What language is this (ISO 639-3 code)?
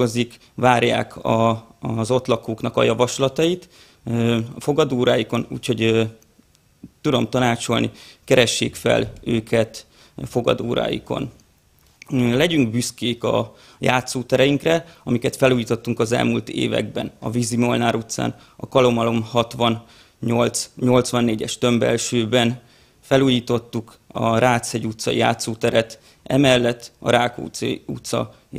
hun